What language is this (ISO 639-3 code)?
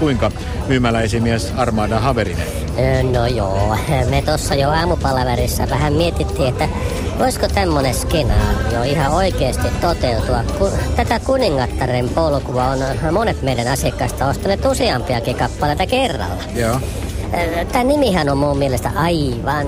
fin